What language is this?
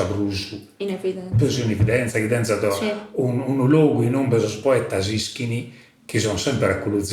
Sardinian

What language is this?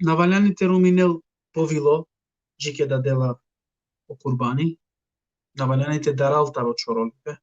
Balkan Romani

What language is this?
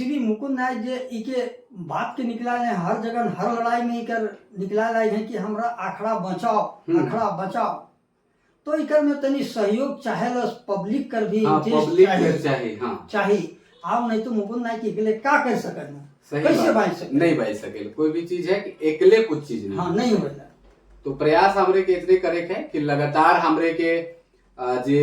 Sadri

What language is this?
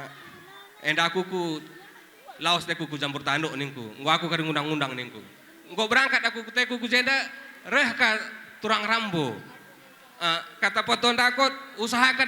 Batak Karo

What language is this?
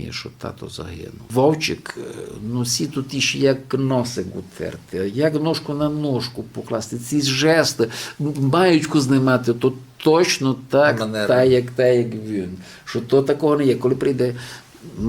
Rusyn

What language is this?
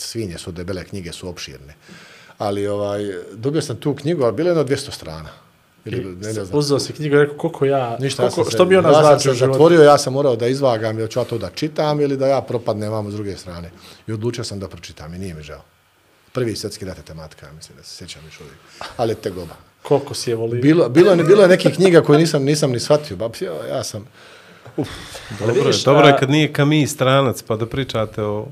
Bosnian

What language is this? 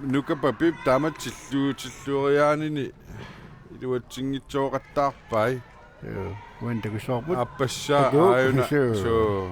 Kalaallisut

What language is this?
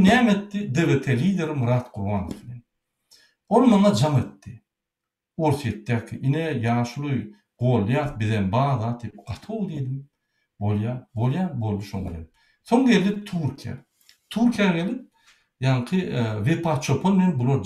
Turkmen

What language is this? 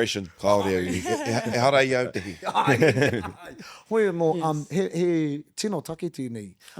Māori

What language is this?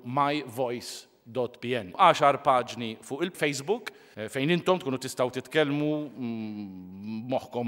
Maltese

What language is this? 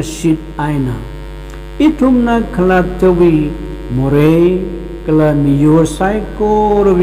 Tangkhul Naga (India)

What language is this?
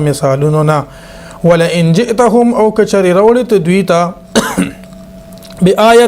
Pashto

